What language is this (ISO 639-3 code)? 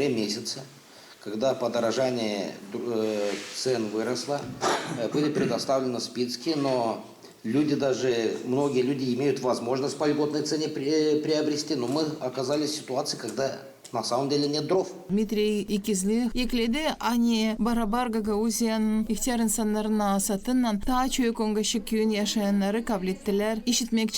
gag